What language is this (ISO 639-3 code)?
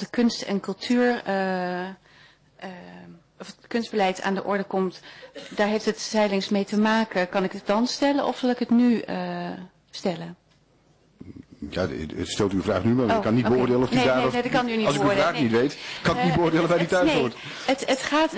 nld